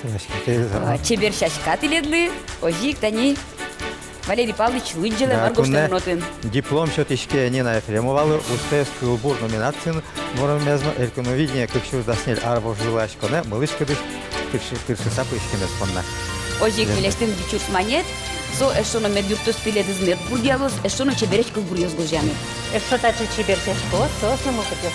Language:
Udmurt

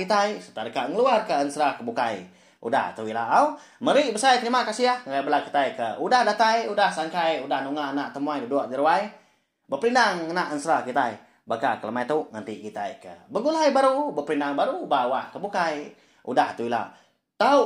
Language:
Iban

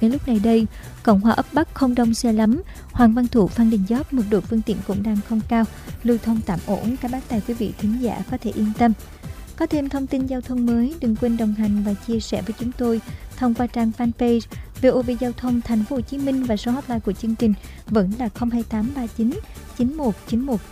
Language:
Vietnamese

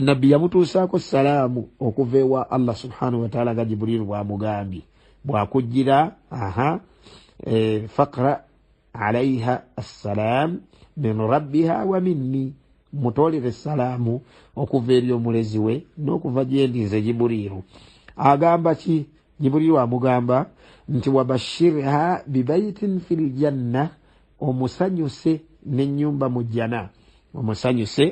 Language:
Ganda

